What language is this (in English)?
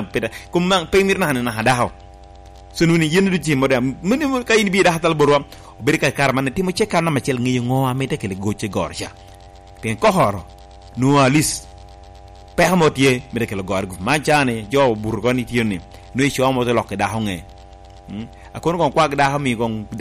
Lango (Uganda)